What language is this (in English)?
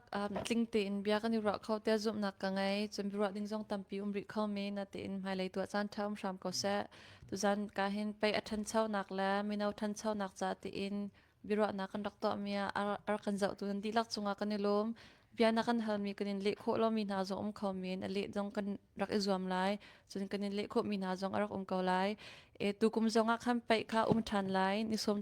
Hakha Chin